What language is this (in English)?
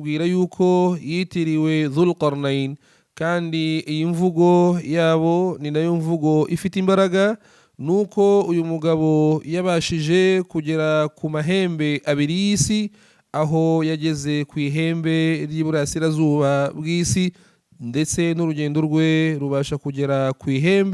Kinyarwanda